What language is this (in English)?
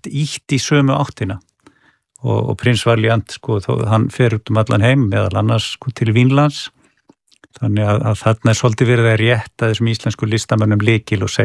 Icelandic